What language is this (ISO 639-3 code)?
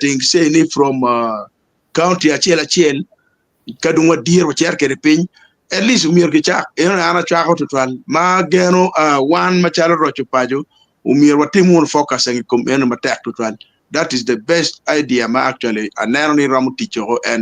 ach